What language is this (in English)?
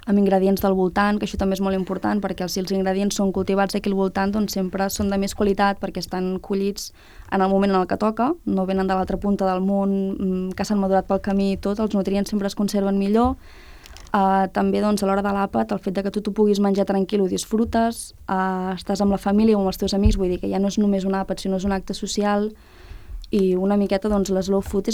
Catalan